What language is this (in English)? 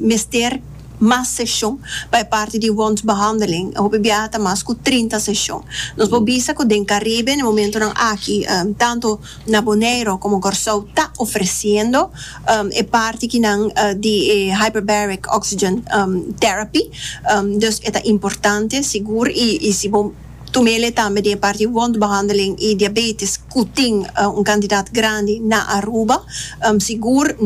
Papiamento